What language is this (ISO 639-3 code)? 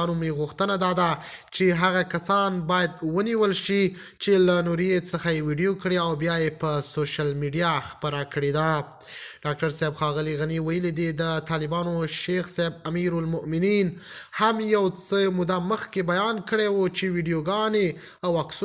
pus